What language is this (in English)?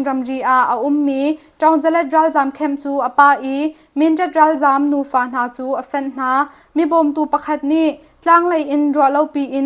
Hakha Chin